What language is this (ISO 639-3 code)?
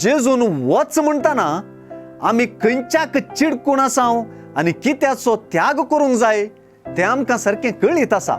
kok